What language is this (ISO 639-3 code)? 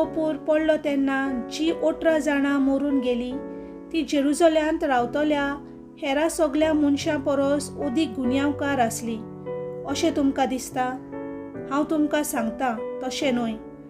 kok